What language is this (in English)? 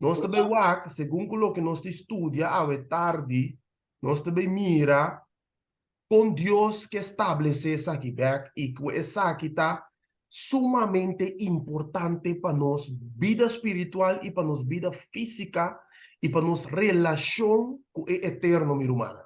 Papiamento